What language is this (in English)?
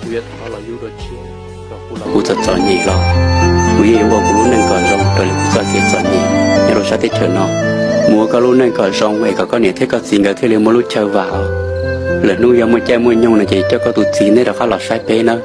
Hmong